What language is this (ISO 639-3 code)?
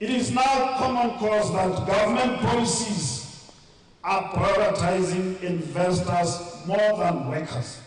tsn